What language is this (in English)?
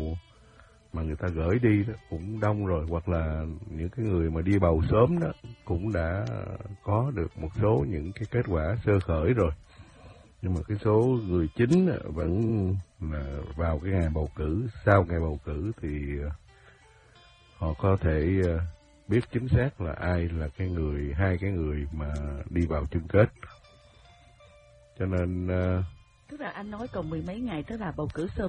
Vietnamese